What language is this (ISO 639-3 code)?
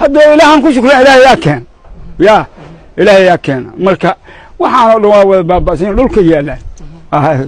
som